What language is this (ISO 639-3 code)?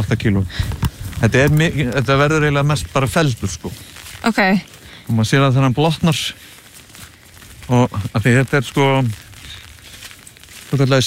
isl